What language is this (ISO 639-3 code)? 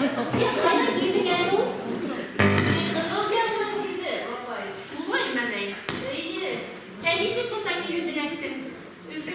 bak